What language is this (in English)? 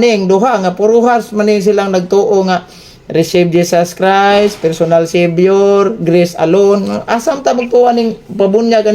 Cebuano